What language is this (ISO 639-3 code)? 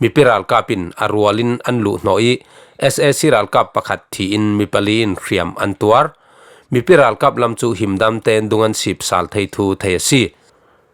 cfm